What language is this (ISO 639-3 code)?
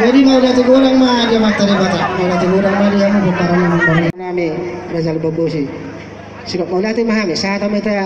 bbc